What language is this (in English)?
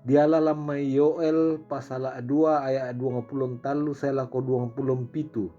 Toraja-Sa'dan